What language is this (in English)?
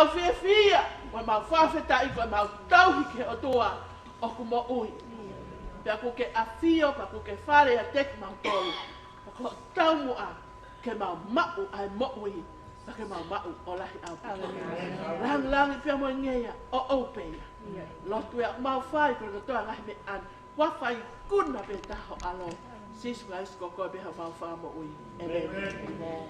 Tongan